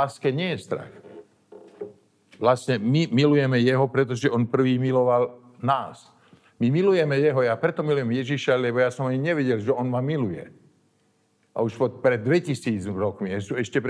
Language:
Slovak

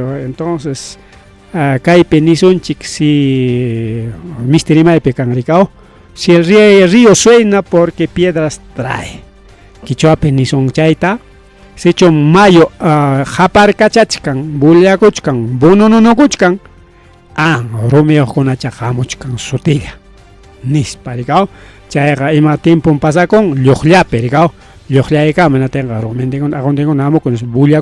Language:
Ayacucho Quechua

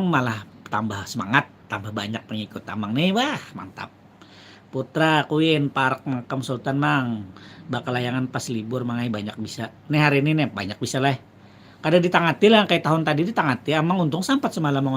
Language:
Banjar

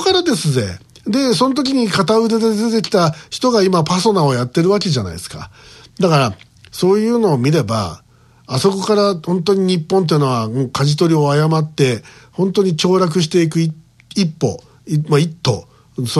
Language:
Japanese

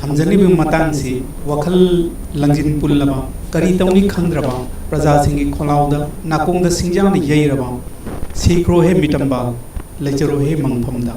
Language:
Manipuri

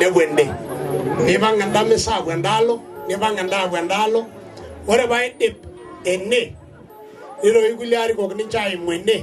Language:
Masai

